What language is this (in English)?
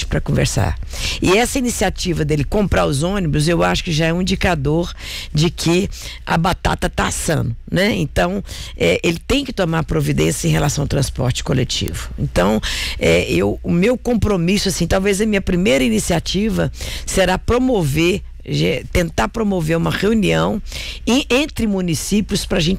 Portuguese